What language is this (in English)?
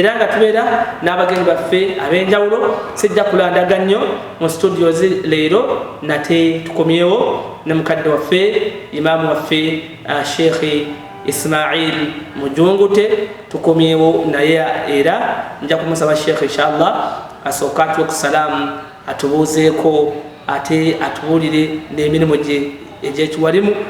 Ganda